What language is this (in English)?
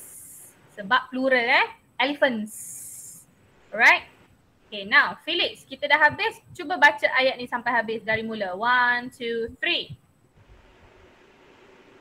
Malay